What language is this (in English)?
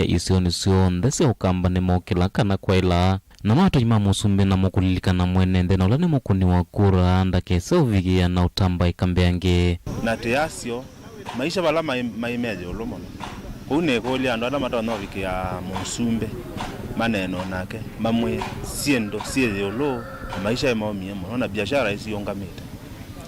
Kamba